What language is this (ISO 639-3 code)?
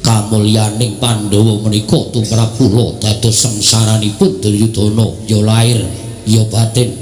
jav